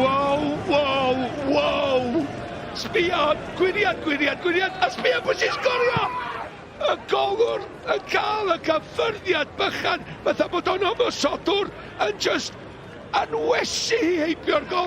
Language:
Welsh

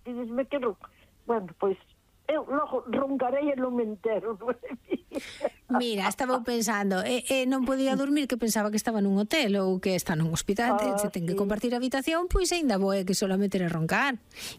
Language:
Galician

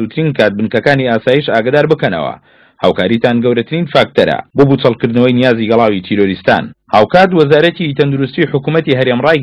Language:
Central Kurdish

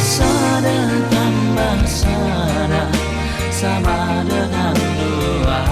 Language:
Batak Simalungun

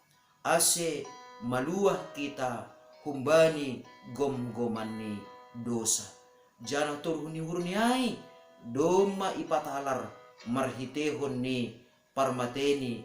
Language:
Batak Simalungun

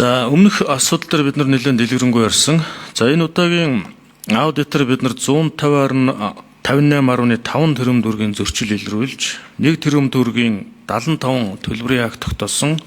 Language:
Mongolian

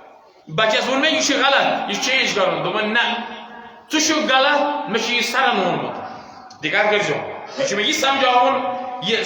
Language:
Kashmiri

